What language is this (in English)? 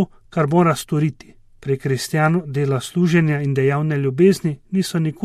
Slovenian